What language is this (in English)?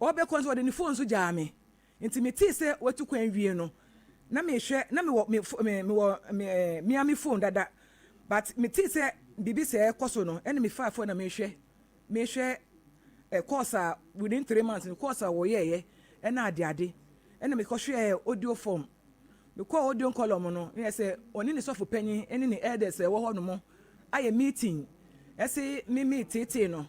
Akan